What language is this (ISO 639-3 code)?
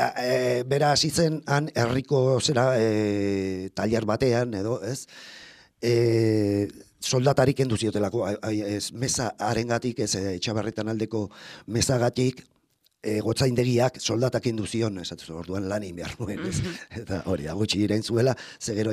eus